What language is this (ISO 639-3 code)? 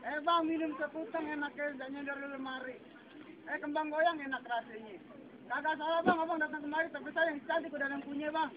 bew